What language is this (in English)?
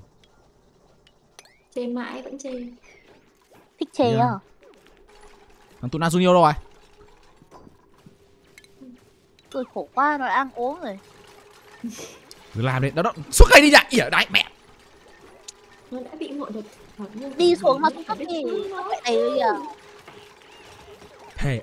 Vietnamese